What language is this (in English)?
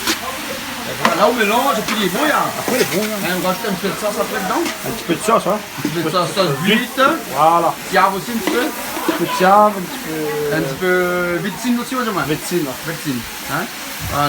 Réunion Creole French